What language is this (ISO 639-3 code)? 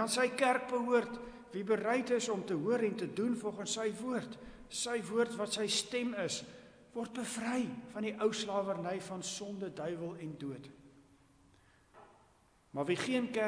afr